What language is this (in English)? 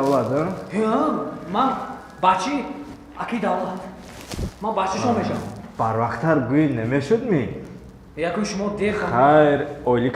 Tajik